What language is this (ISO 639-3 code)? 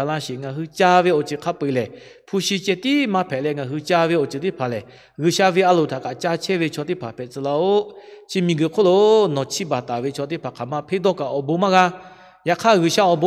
lhu